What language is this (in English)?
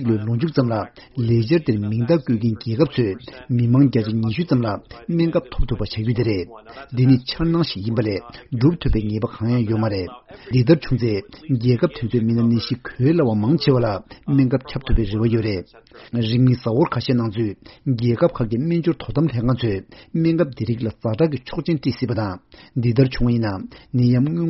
Tibetan